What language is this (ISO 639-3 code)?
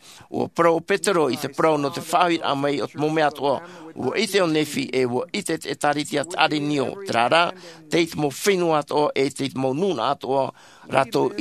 tah